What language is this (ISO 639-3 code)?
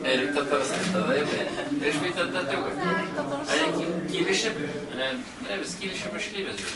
tat